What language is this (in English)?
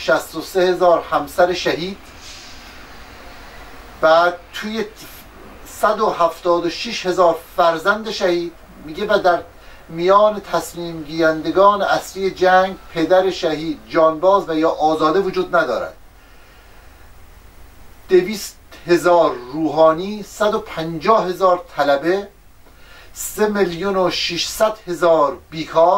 Persian